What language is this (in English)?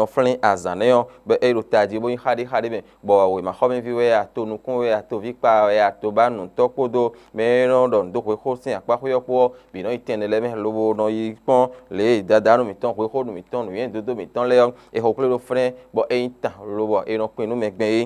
Fon